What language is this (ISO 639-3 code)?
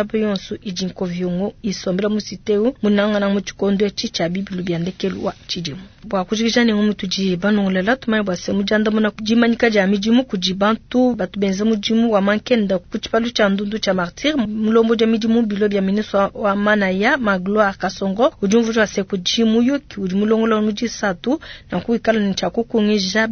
lua